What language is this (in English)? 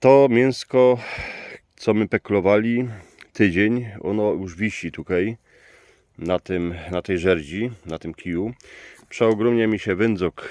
Silesian